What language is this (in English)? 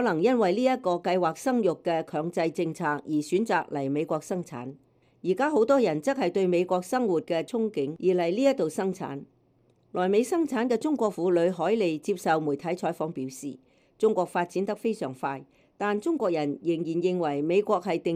Cantonese